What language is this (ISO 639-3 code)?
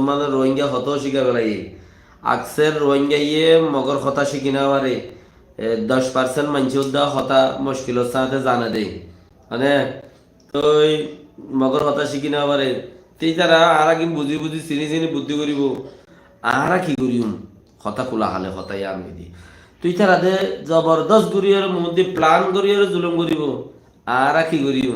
rhg